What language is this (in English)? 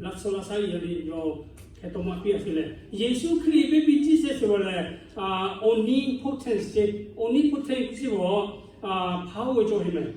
Lahu